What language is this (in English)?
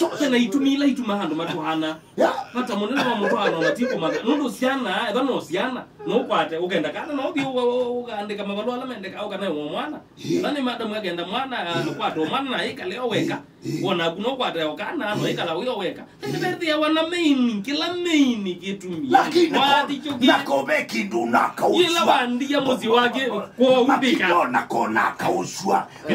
Kamba